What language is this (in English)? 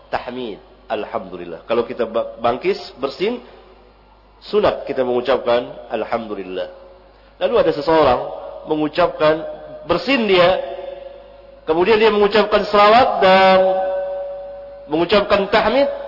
Malay